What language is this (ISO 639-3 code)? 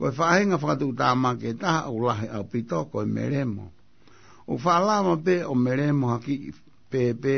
ton